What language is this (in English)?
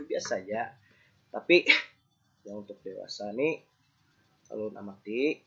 Banjar